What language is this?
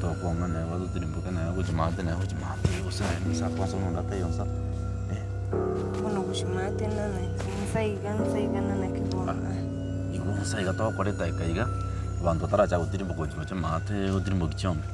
Gusii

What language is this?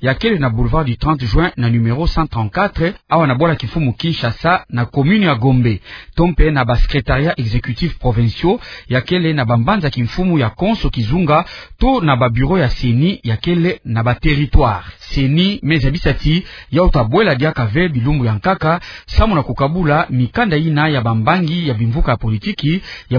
Kituba (Democratic Republic of Congo)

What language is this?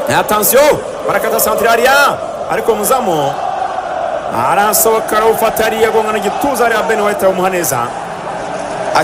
Kinyarwanda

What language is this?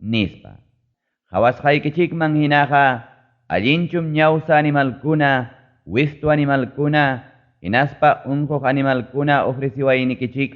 Ayacucho Quechua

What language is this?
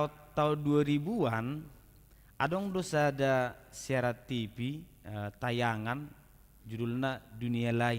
Batak Toba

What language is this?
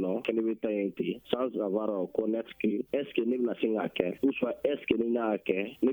Bambara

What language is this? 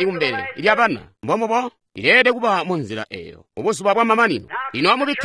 Tonga (Zambia)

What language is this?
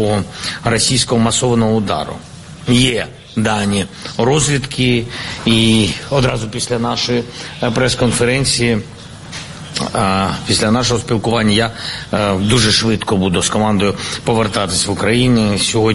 Ukrainian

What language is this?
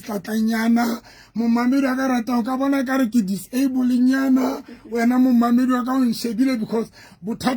Southern Sotho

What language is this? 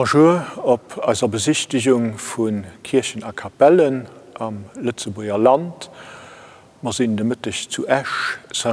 Luxembourgish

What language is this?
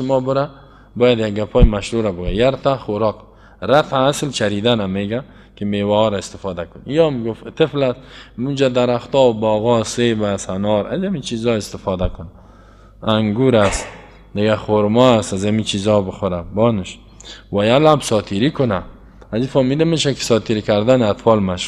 Persian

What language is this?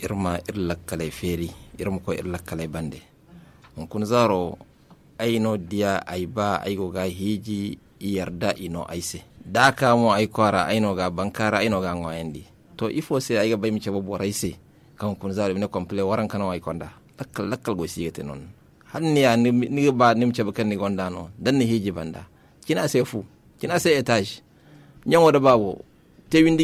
Zarma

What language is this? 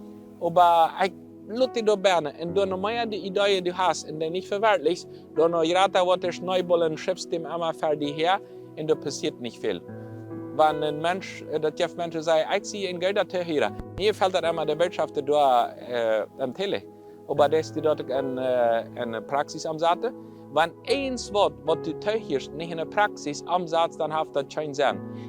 Plautdietsch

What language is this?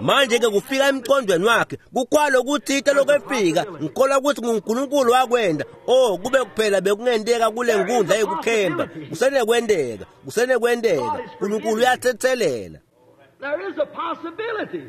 Swati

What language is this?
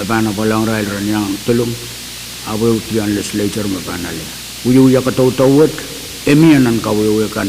Pohnpeian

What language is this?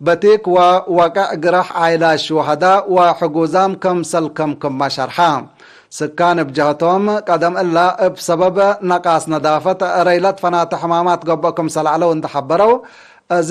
Tigre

